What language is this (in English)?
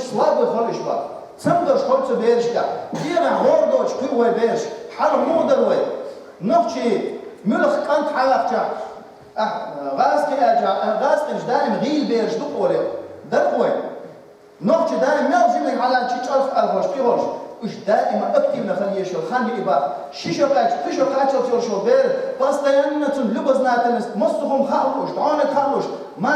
Chechen